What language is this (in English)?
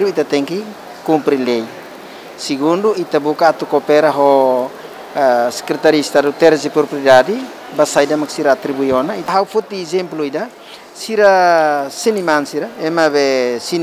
Tetum